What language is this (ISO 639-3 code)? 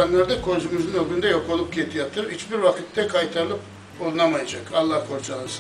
crh